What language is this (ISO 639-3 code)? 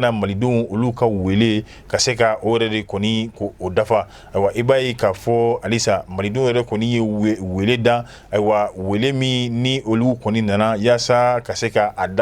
bam